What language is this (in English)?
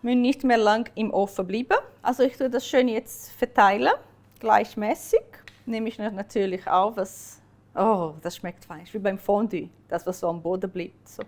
Swiss German